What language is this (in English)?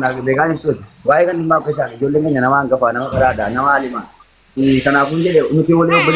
Oromo